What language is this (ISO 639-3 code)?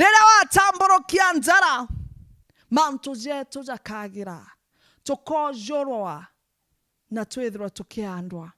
mer